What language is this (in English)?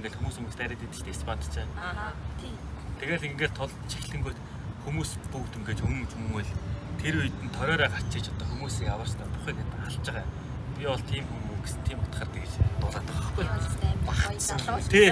Mongolian